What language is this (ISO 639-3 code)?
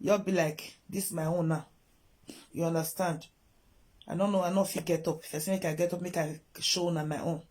pcm